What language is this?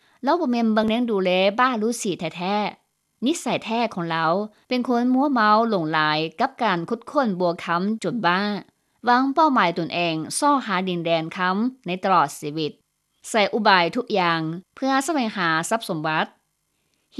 Lao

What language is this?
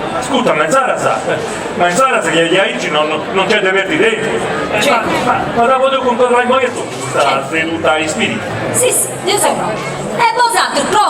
Sardinian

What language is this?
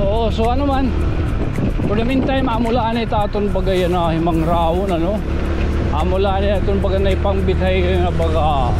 Waray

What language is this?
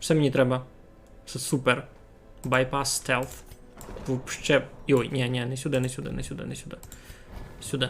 Rusyn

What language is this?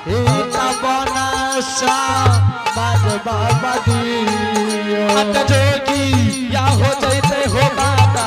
Angika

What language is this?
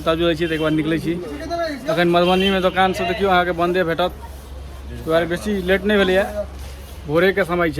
Maithili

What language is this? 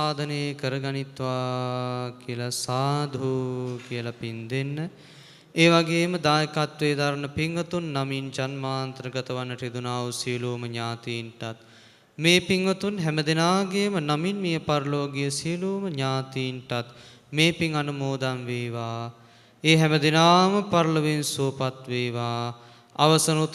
Sinhala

